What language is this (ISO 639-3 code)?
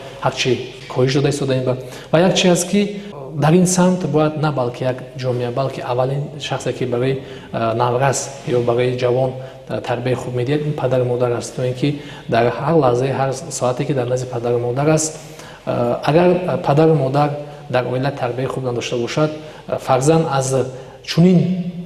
tgk